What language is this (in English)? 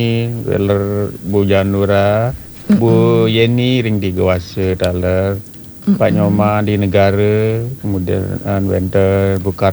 Balinese